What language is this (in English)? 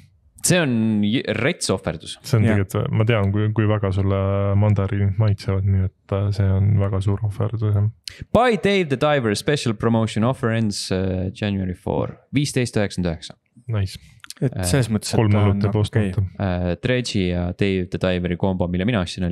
Estonian